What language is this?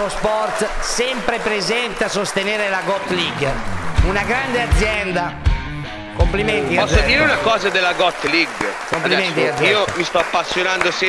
Italian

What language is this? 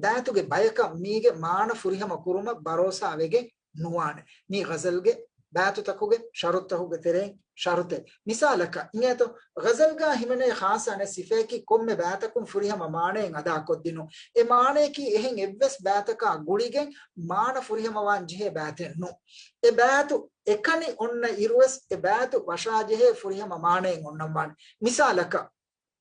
Divehi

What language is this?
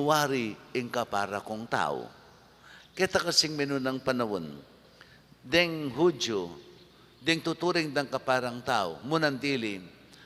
Pampanga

